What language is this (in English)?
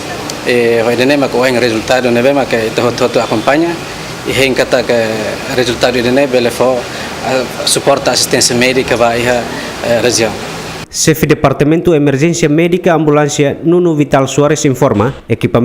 Tetum